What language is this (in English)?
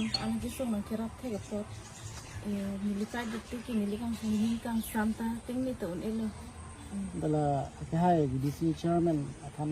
Karbi